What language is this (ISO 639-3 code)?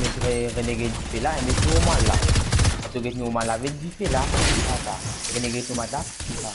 mfe